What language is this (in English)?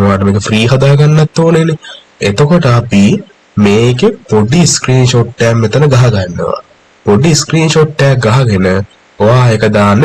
Sinhala